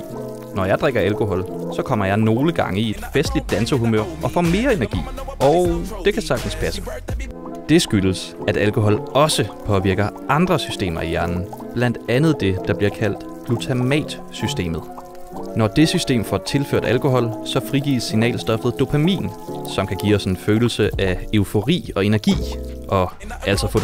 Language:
Danish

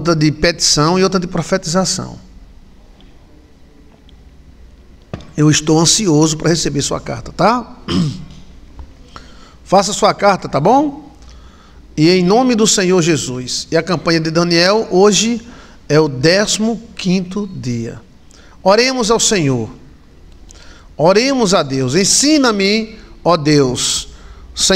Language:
Portuguese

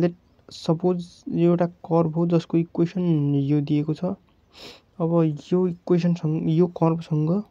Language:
Nepali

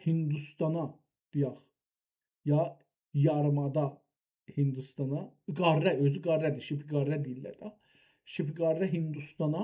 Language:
South Azerbaijani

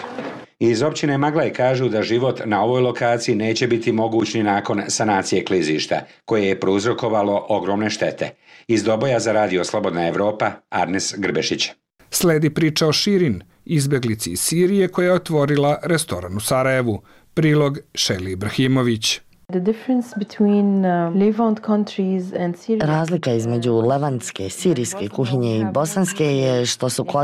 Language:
Bosnian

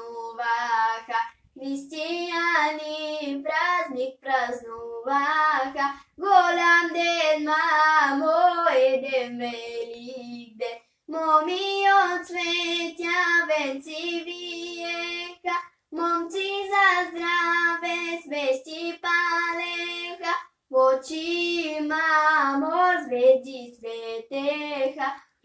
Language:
Bulgarian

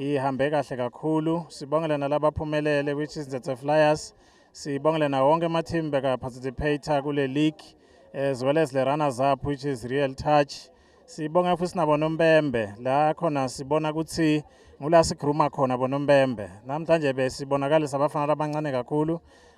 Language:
Swati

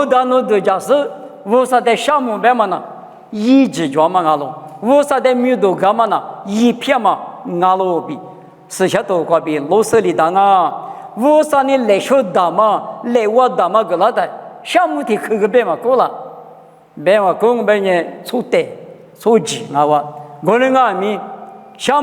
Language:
Lisu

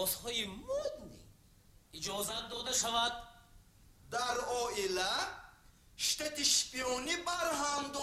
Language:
Tajik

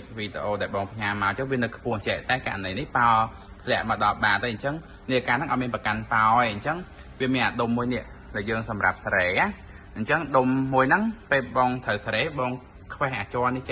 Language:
Khmer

